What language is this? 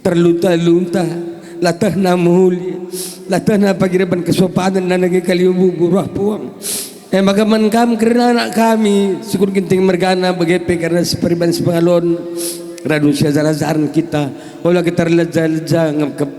Batak Karo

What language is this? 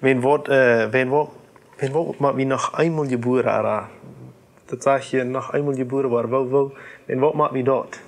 Plautdietsch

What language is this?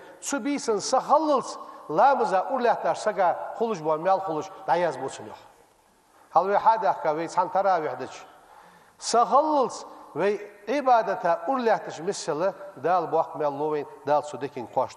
Ingush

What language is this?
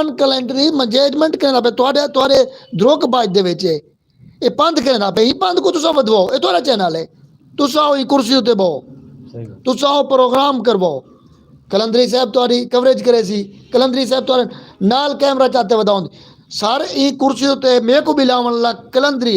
Saraiki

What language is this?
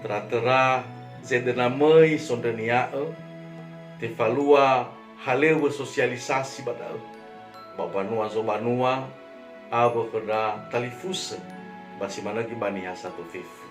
Nias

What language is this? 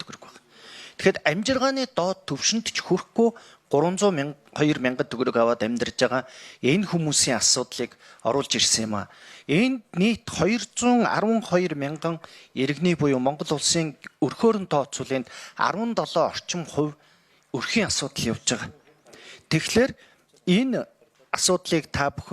Mongolian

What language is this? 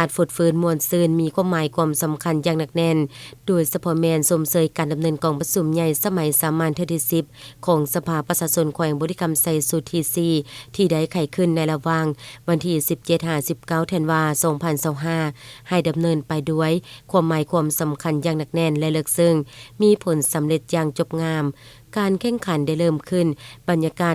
Lao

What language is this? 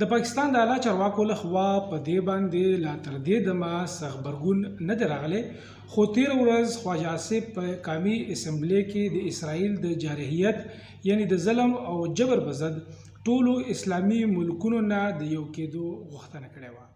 Pashto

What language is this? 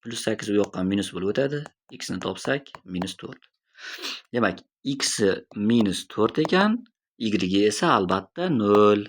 Uzbek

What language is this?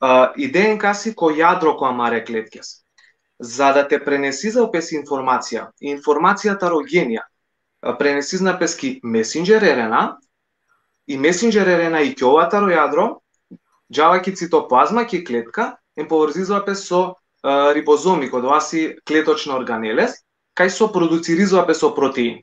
Balkan Romani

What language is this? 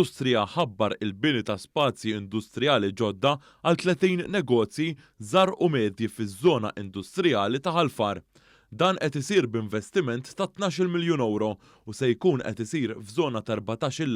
Maltese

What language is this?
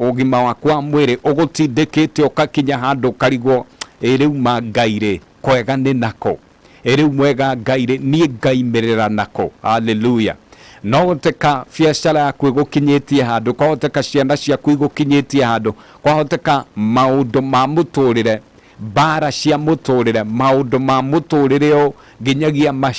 Kikuyu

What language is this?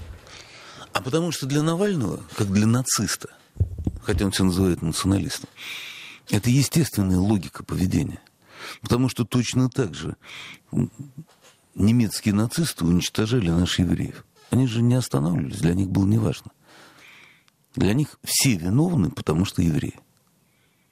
Russian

